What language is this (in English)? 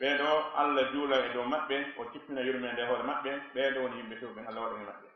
Fula